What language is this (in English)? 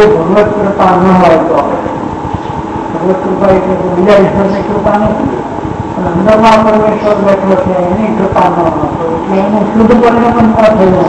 Gujarati